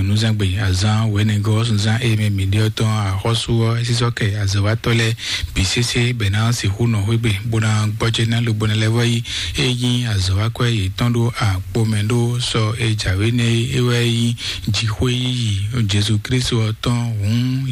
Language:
Fon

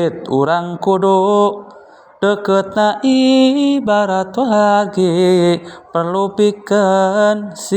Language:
Sundanese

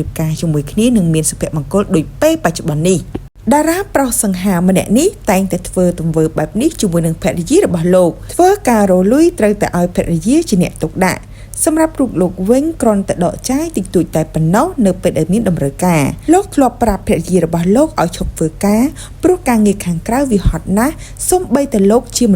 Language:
Khmer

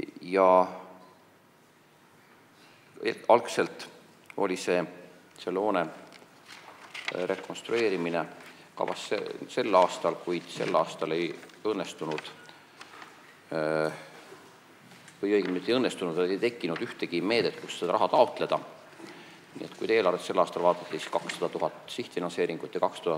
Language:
Estonian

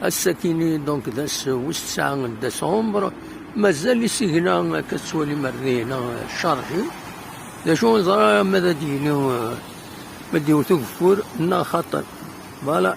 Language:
Kabyle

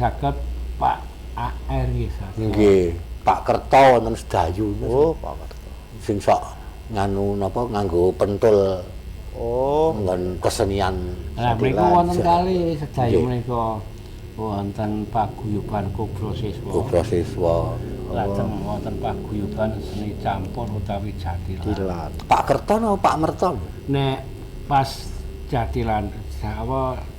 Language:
Javanese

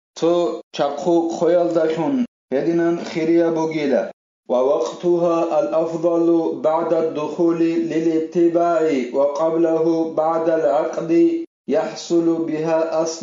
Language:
Avaric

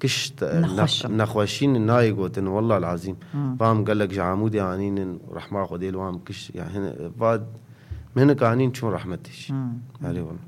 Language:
Kurdish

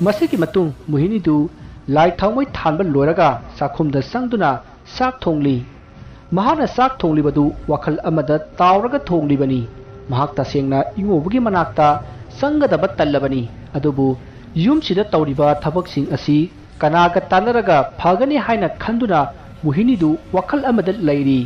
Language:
Manipuri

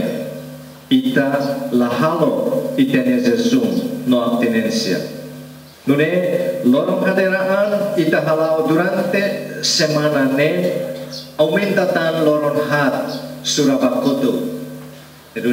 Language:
Tetum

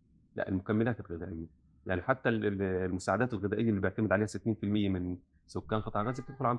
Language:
North Levantine Arabic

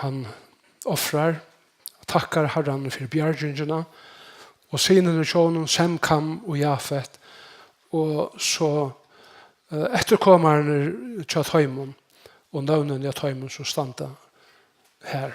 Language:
Faroese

